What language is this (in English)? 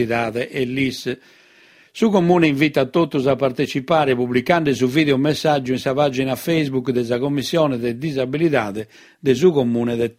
Sardinian